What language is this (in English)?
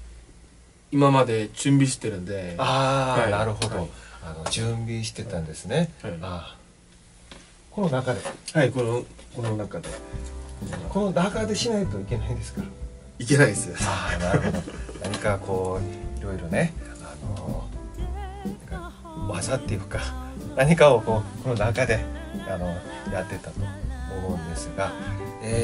Japanese